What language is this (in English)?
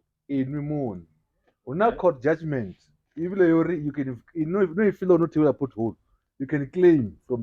Venda